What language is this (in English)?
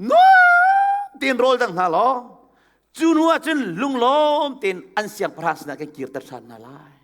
Hakha Chin